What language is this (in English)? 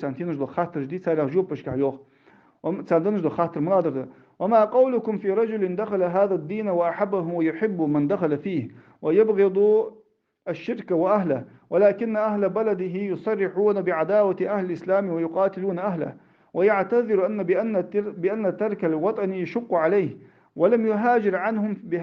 Ingush